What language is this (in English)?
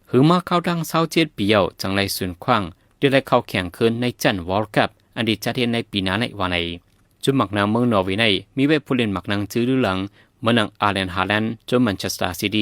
Shan